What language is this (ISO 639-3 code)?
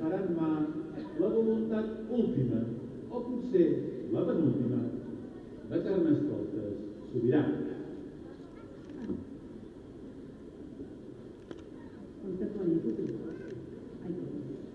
cat